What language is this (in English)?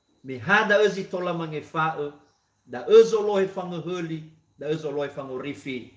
Nias